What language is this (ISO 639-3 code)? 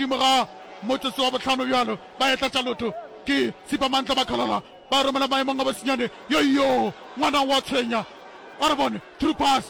nso